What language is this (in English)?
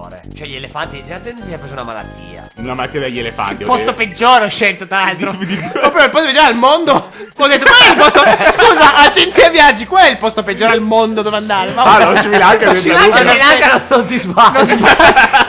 Italian